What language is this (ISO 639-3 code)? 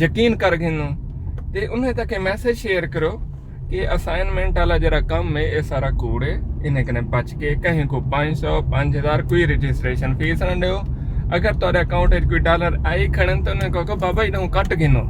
skr